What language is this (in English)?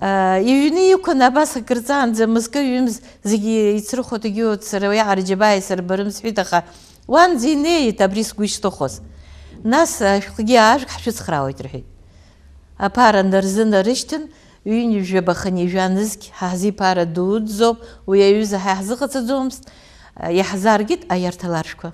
Abkhazian